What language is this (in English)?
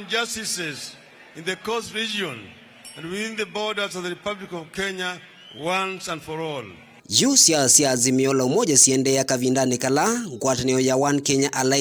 Kamba